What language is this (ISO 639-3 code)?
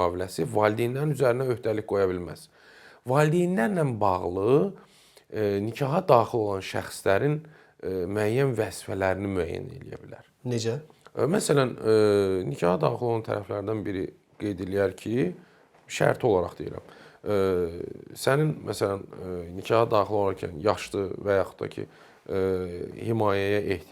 aze